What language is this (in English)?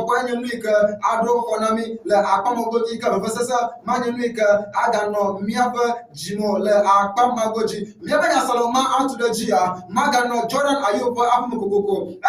Ewe